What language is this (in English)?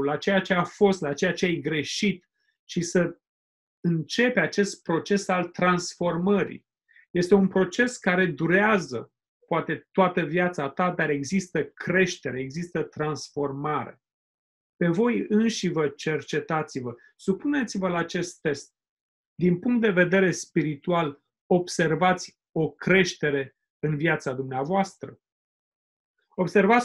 Romanian